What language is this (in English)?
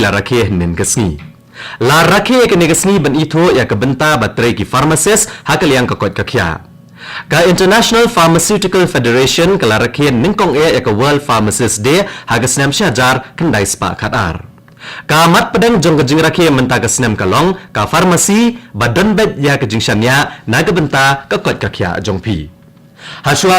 Khasi